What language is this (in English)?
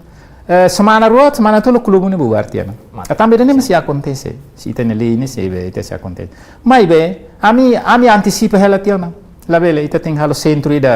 Tetum